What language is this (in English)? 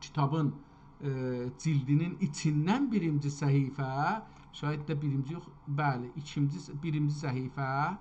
South Azerbaijani